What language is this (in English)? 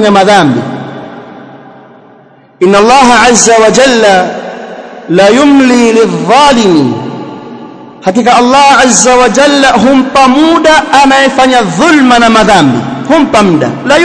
Swahili